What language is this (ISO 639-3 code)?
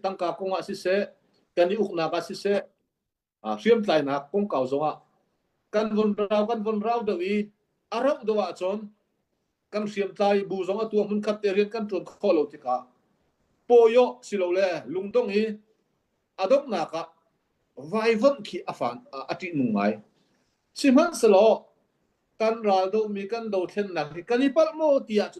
cnh